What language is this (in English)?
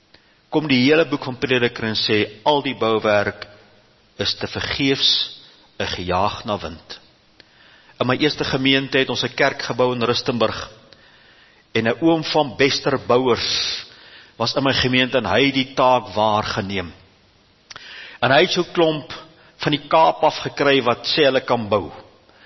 Afrikaans